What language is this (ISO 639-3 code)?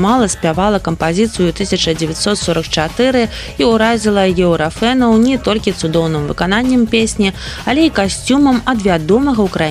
bel